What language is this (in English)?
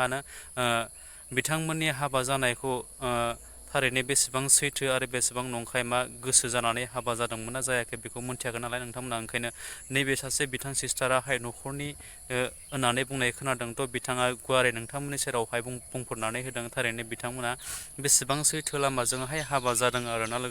Bodo